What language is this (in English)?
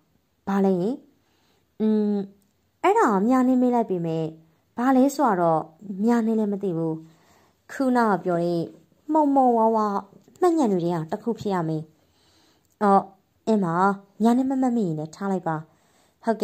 Burmese